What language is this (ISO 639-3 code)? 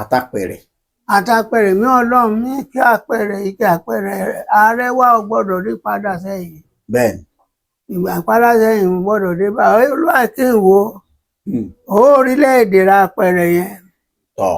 yor